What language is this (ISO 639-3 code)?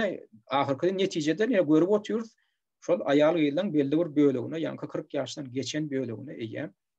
tuk